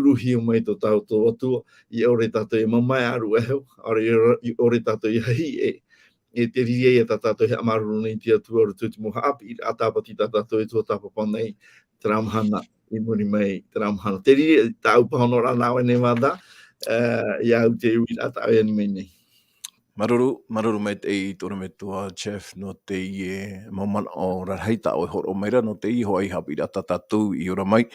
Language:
Tahitian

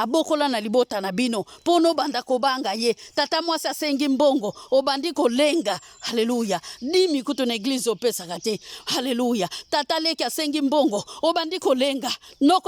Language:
Lingala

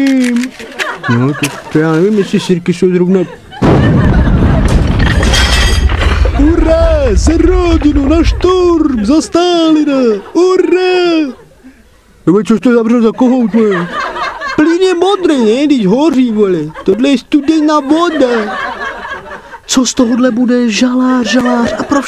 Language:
Czech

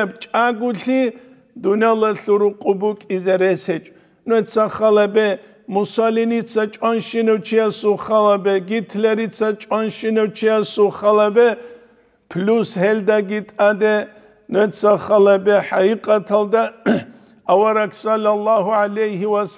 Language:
Avaric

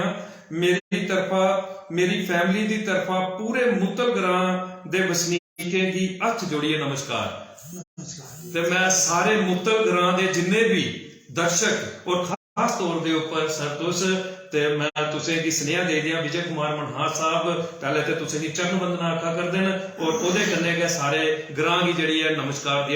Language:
Dogri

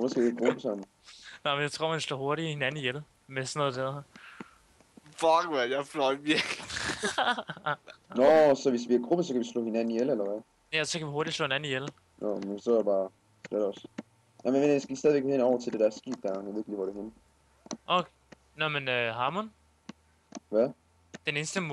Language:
Danish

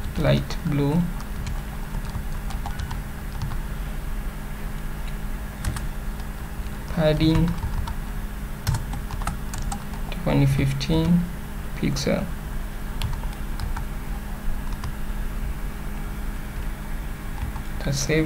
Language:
Swahili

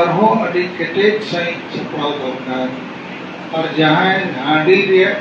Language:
Santali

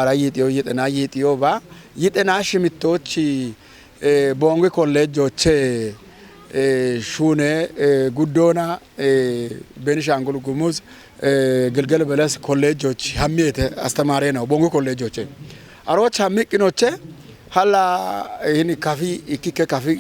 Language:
Kafa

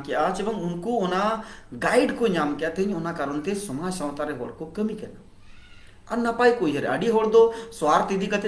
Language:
Santali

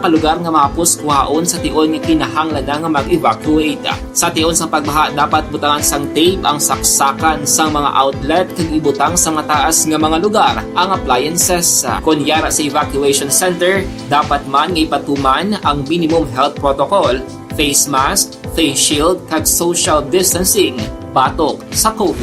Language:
Hiligaynon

